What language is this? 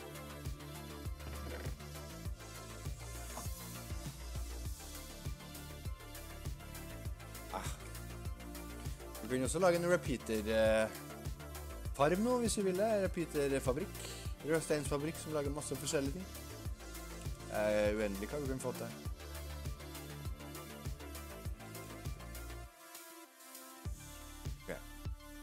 Norwegian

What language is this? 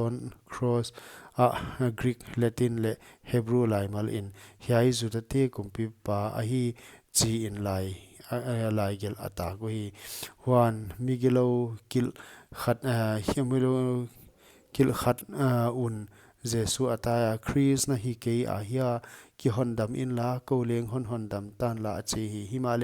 Paite Chin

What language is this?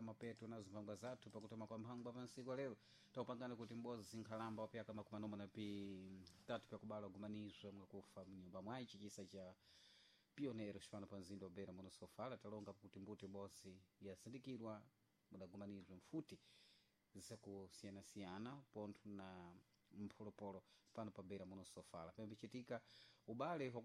Sena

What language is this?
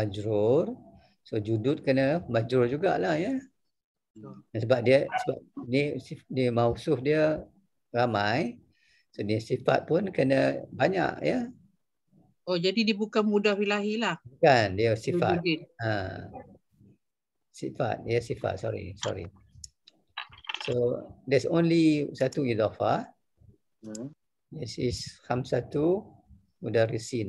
Malay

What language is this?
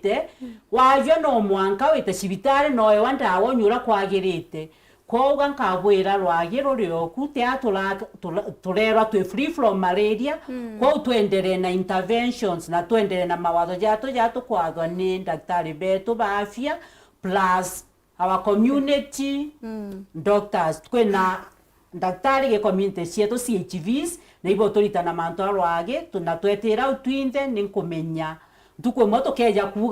Meru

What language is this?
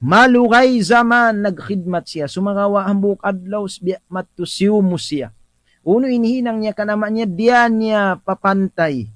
Tausug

